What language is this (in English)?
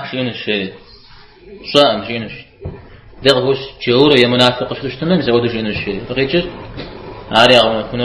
Kabardian